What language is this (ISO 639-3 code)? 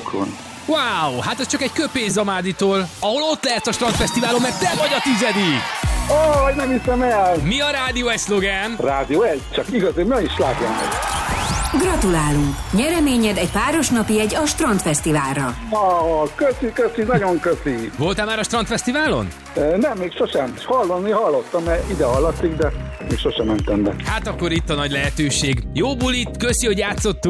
hun